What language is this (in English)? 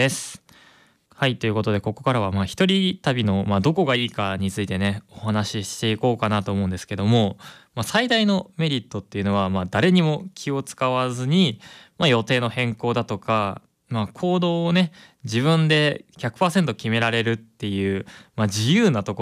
Japanese